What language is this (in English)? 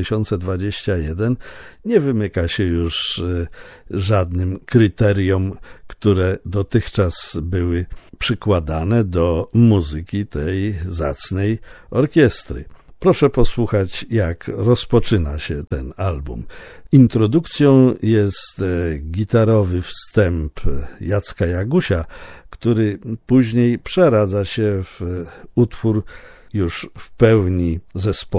Polish